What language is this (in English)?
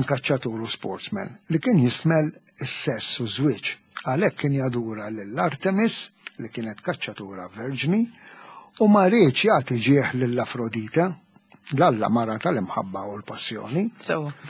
Maltese